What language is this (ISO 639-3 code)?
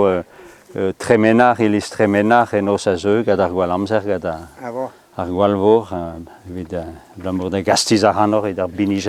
bre